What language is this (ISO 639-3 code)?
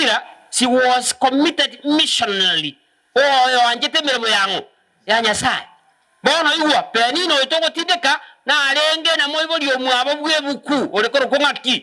guz